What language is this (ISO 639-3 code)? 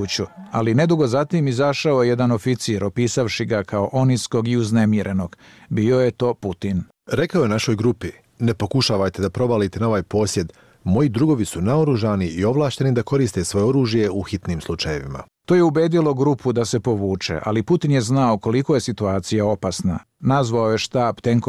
bos